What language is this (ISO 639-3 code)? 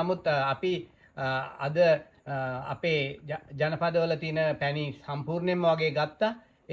sin